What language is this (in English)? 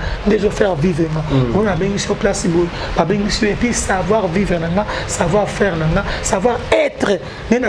Lingala